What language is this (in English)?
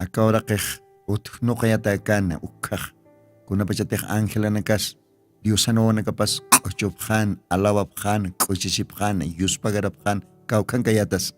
Aymara